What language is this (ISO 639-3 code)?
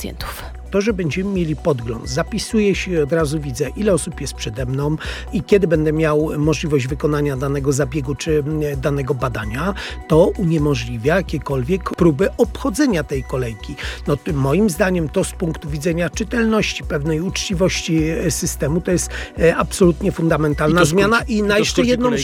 pol